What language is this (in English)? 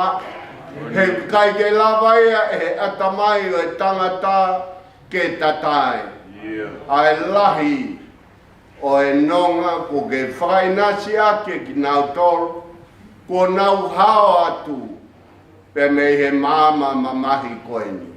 Tongan